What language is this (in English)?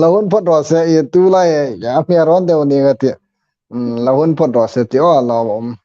Hmar